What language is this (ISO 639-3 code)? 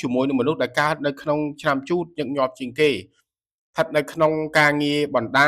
khm